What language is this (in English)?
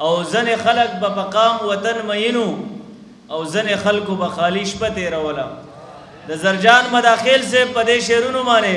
Pashto